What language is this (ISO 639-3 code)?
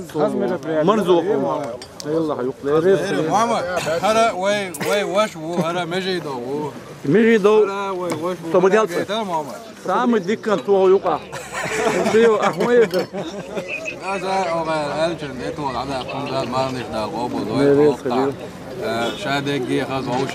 che